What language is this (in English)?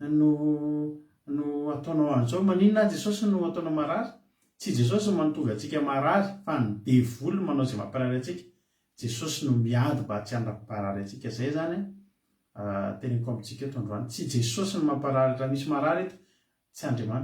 Malagasy